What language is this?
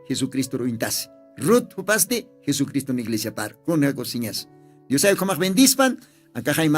Aymara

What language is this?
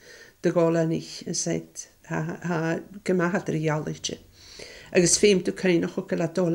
Scottish Gaelic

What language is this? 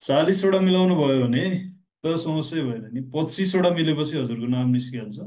Nepali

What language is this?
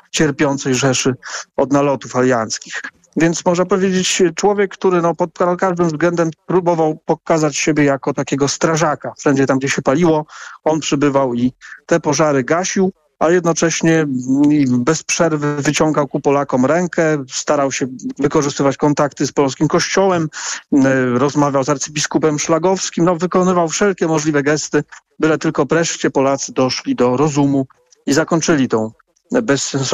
Polish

